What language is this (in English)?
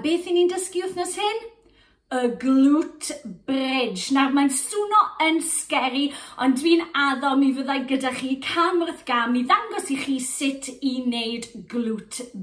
Welsh